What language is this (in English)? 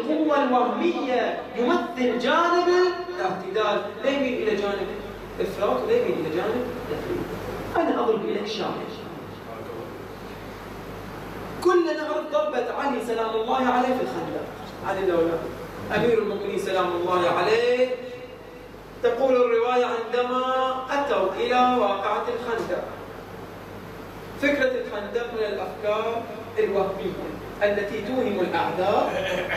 Arabic